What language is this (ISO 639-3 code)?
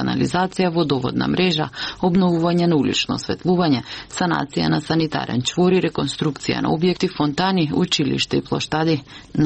mkd